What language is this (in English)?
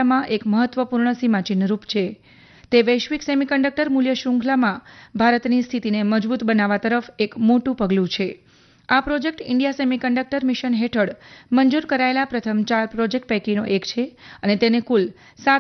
Gujarati